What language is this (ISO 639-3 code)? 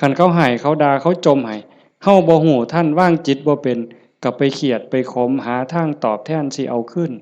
tts